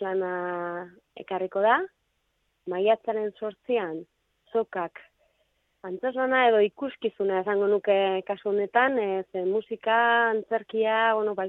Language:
Basque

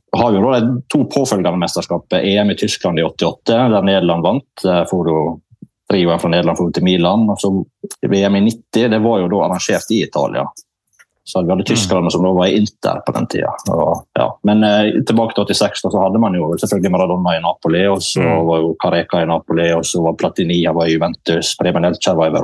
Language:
Norwegian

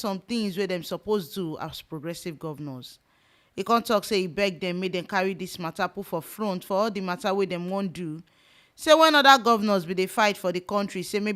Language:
Nigerian Pidgin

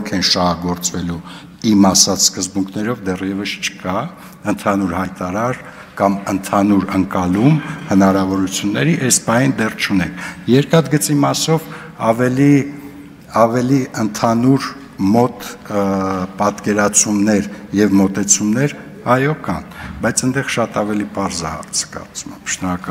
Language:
Armenian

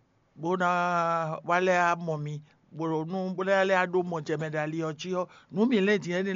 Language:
Fon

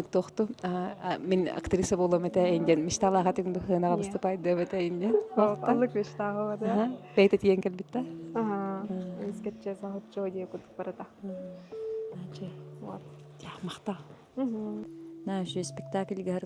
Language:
Yakut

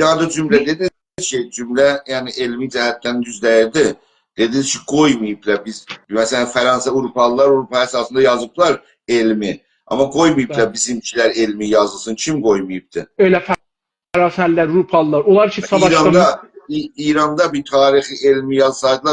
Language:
South Azerbaijani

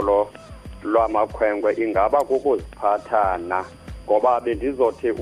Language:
Xhosa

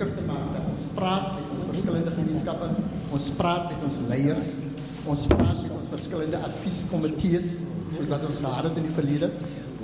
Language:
Afrikaans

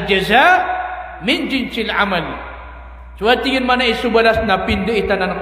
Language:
Maranao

